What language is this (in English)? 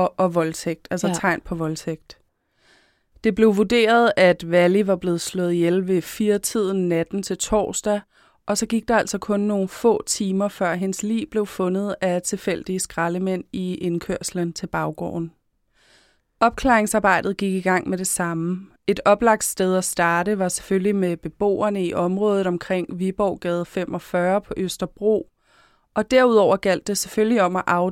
Danish